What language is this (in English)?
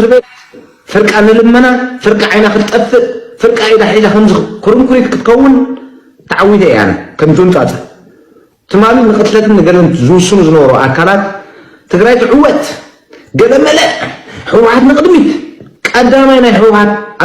Tigrinya